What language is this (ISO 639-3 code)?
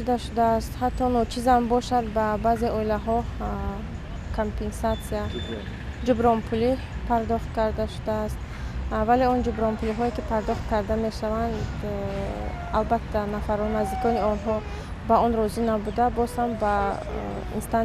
tgk